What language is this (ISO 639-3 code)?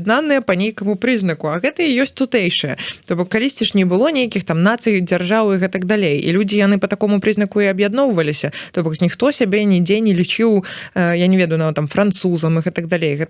bel